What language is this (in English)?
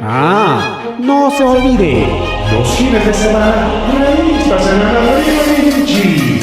Ayacucho Quechua